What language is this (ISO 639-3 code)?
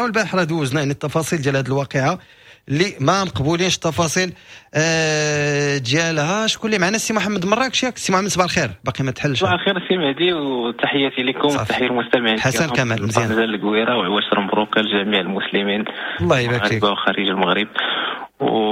ary